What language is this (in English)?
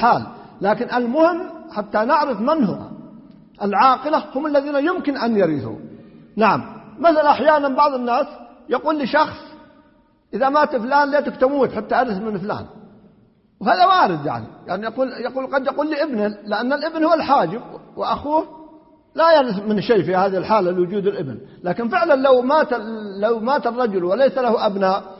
Arabic